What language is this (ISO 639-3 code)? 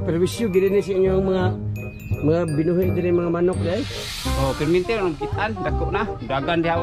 ceb